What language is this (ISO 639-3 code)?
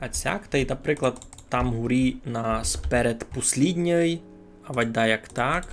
rue